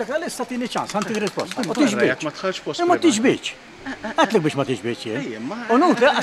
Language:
Maltese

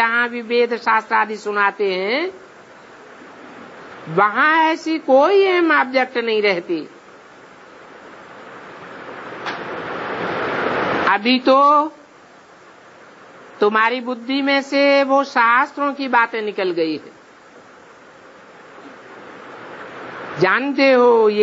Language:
Hindi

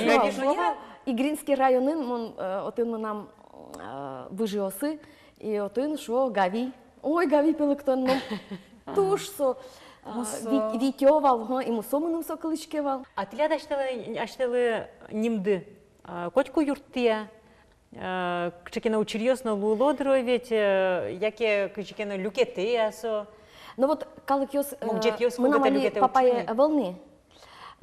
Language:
Udmurt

